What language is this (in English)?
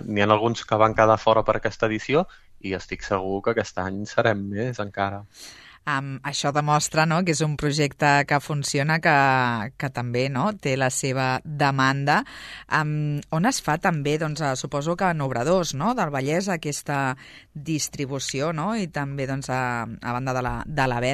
Catalan